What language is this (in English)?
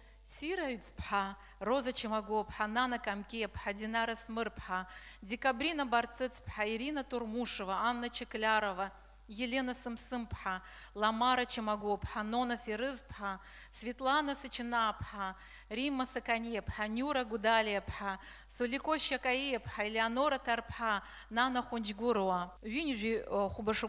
Abkhazian